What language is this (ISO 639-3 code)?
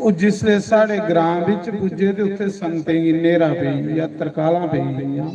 doi